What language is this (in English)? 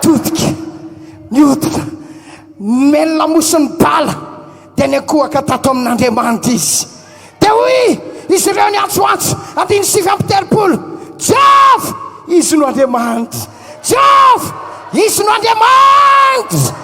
Malagasy